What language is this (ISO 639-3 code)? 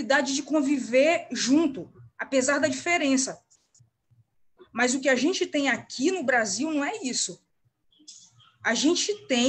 por